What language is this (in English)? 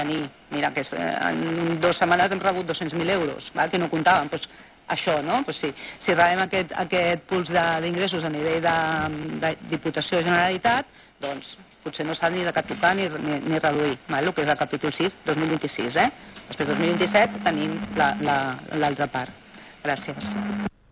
Catalan